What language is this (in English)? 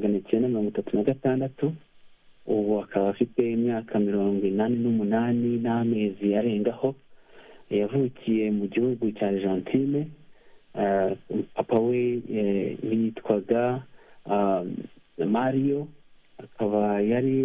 Kinyarwanda